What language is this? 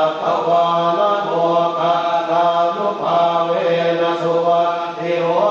Pali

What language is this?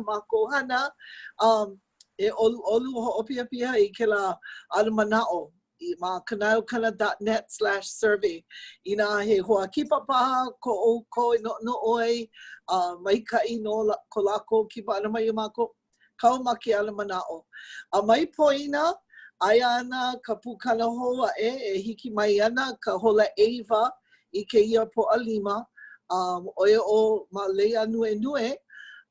Hawaiian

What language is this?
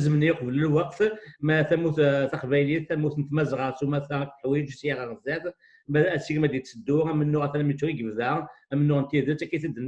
Kabyle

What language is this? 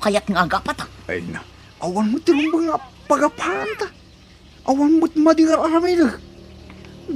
Iloko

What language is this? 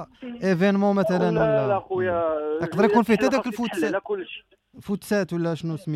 Moroccan Arabic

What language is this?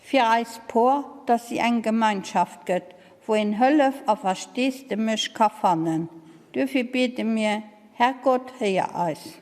Luxembourgish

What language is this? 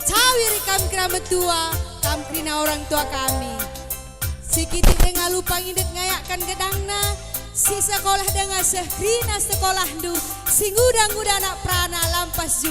Batak Karo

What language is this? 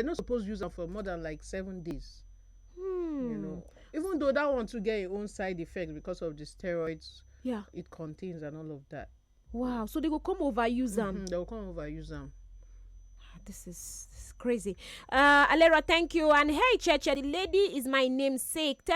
Nigerian Pidgin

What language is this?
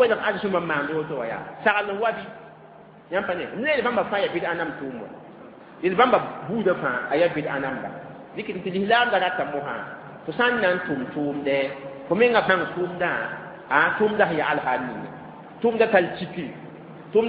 Mossi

